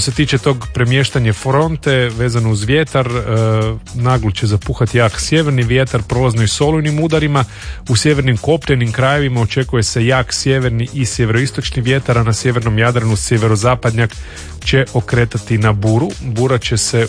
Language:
Croatian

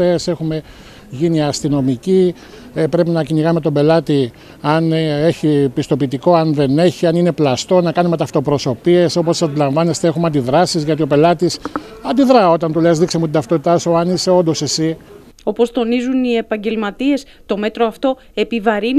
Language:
Greek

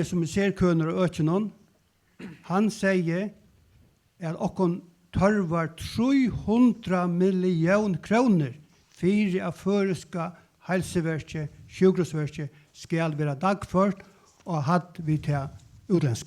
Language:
Faroese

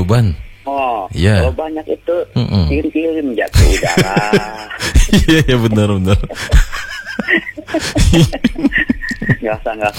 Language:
Indonesian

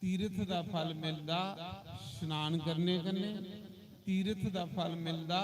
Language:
Dogri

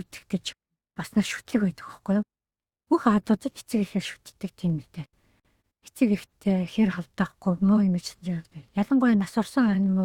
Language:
Mongolian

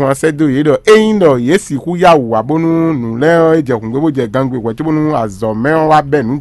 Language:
Fon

